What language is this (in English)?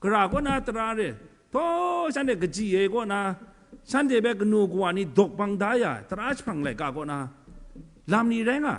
Kachin